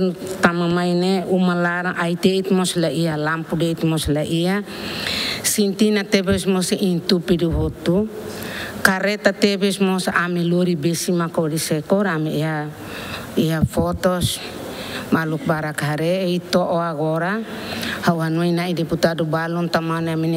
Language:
Tetum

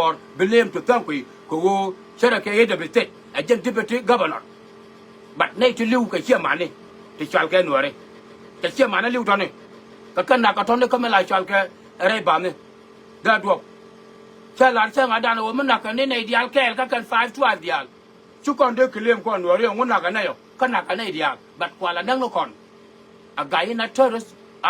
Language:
Nuer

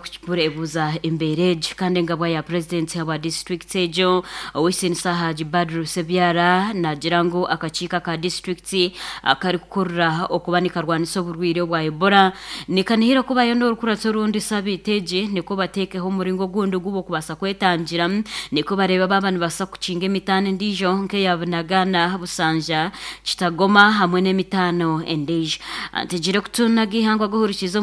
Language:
Nyankole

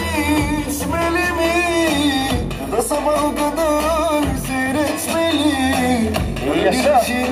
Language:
Turkish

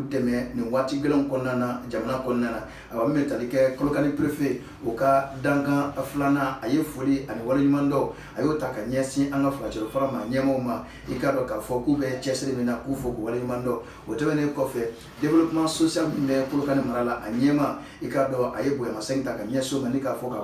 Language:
Bambara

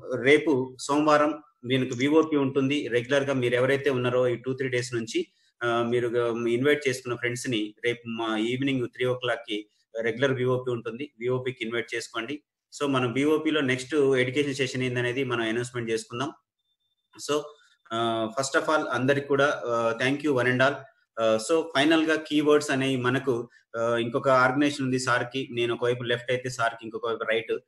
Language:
Telugu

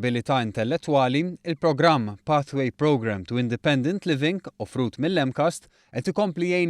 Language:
Maltese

